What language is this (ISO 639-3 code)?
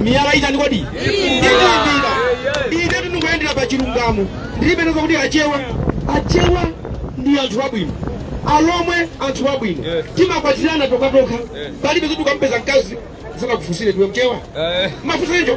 nya